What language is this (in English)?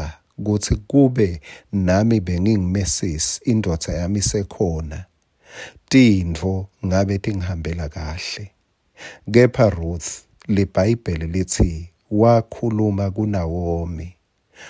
Swati